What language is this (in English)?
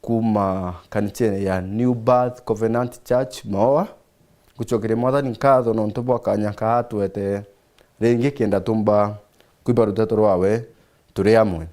Meru